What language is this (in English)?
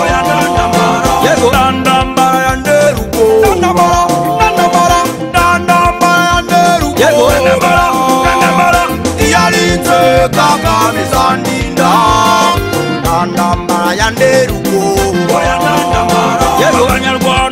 Kinyarwanda